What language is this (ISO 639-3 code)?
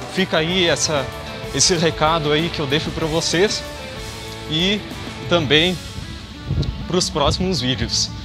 por